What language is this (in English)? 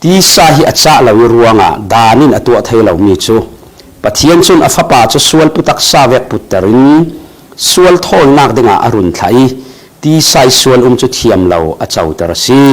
Falam Chin